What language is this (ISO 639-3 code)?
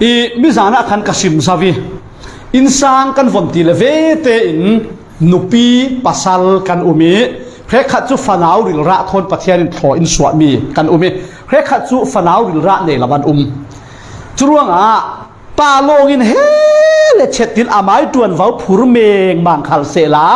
cfm